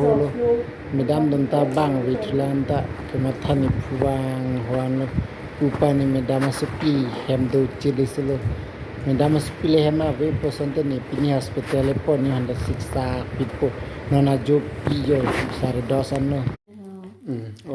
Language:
Karbi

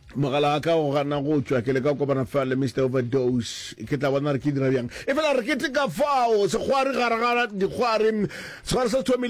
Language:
Northern Sotho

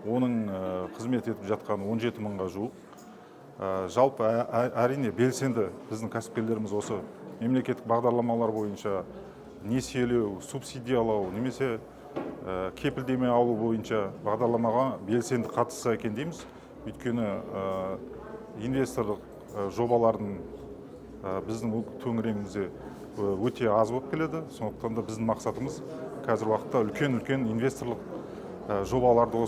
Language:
Kazakh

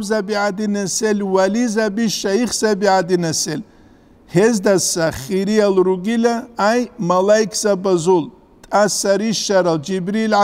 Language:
Avaric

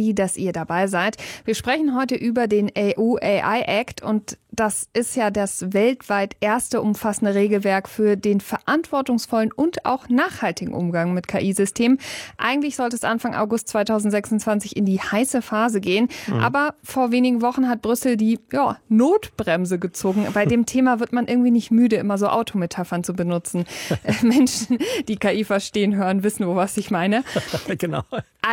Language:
German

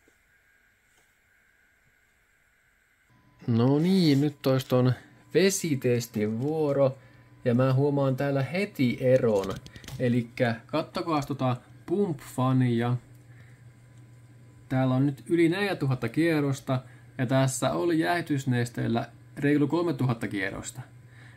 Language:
Finnish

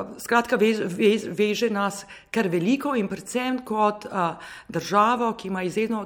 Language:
Slovenian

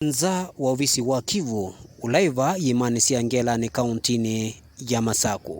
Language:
Kamba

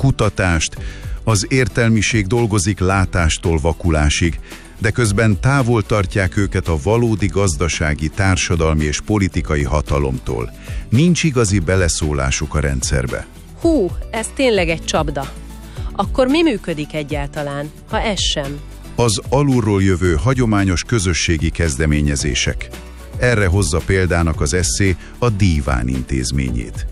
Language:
Hungarian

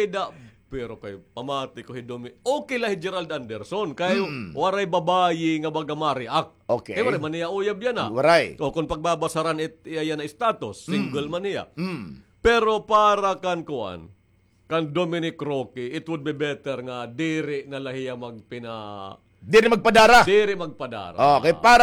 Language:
Waray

